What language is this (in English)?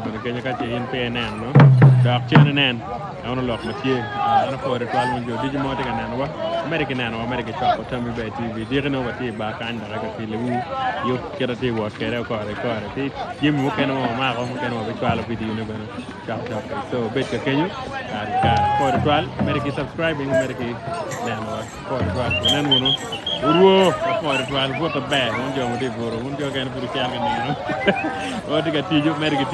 Acoli